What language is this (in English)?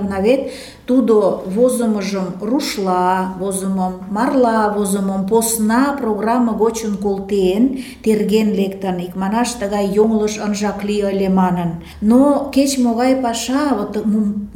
Mari